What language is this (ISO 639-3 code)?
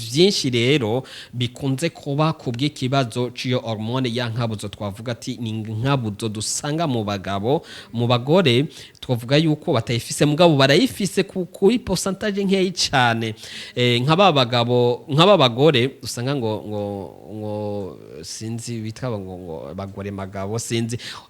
run